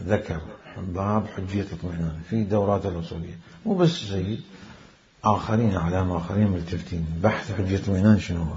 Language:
Mesopotamian Arabic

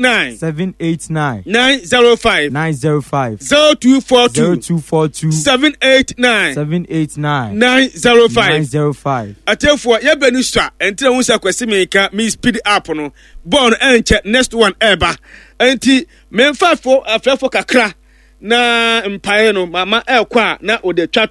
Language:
Akan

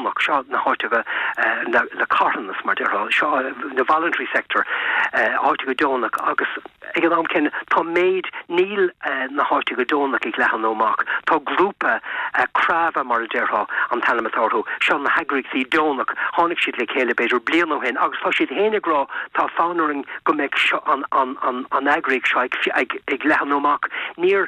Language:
Irish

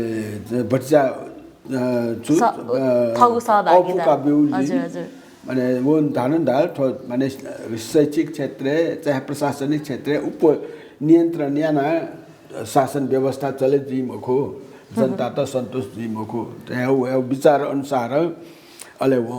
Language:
Newari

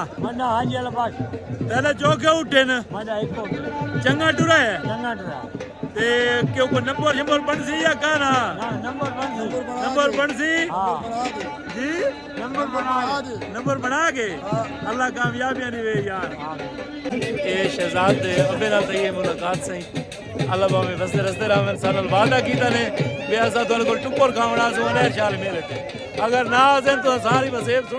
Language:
Saraiki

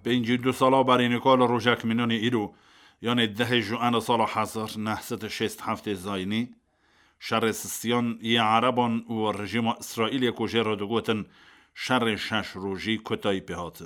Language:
Kurdish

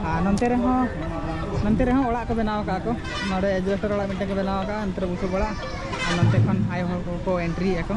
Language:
Santali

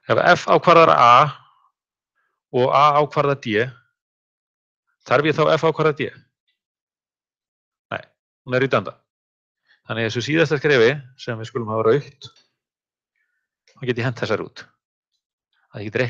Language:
Icelandic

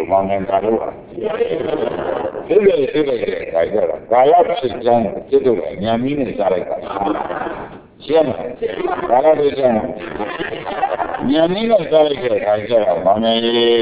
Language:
Burmese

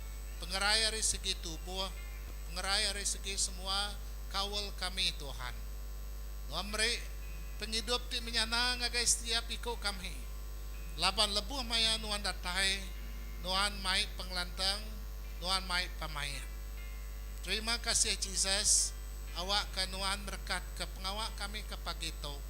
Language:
Iban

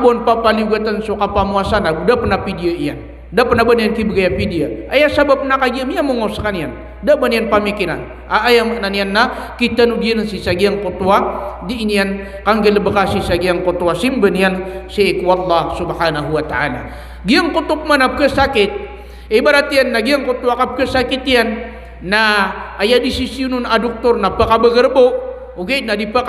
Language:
Maranao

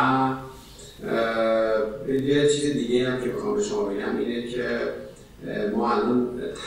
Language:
Persian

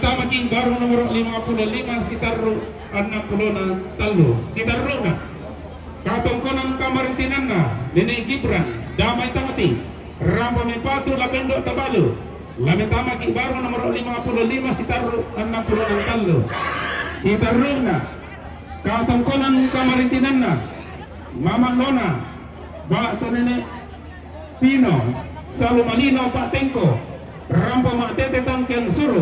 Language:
Toraja-Sa'dan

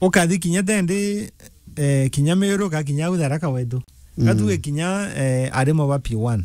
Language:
Meru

